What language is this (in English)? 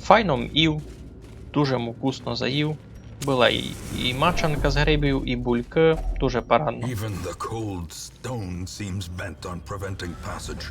Rusyn